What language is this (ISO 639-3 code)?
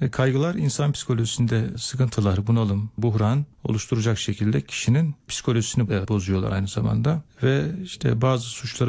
tur